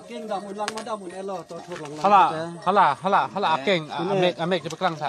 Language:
Karbi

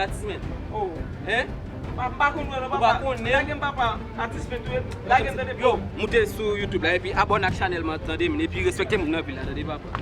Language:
Haitian Creole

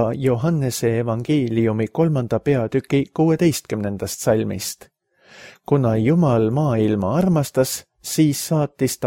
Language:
Estonian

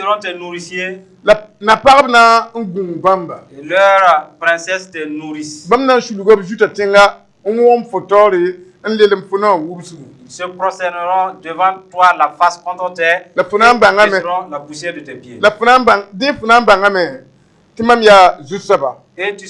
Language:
Mossi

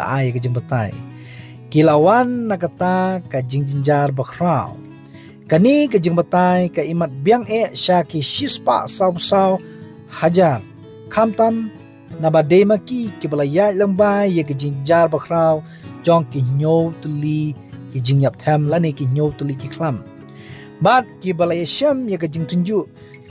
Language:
Khasi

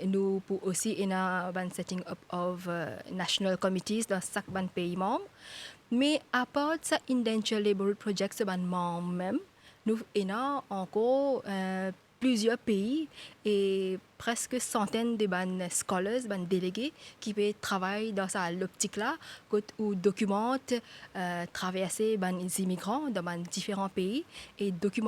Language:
Morisyen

